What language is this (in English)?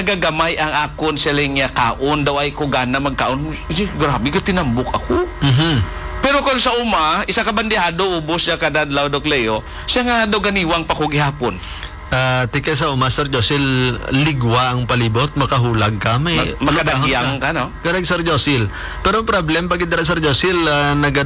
Hiligaynon